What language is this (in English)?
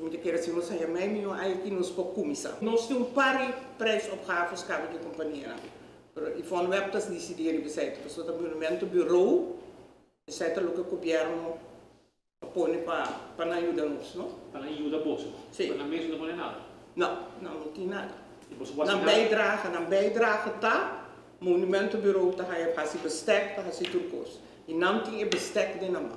Papiamento